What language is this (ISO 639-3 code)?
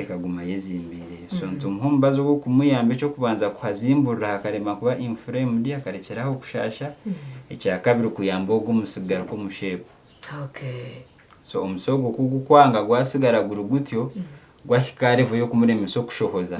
nyn